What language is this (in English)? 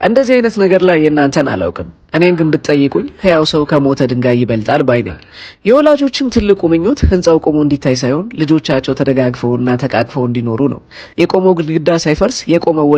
Amharic